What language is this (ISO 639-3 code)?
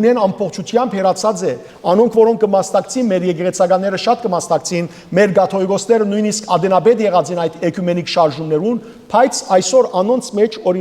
hyw